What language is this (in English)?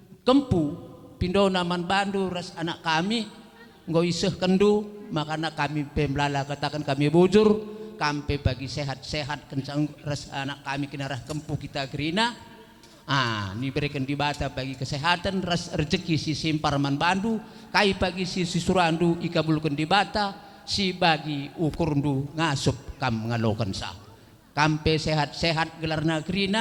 Batak Karo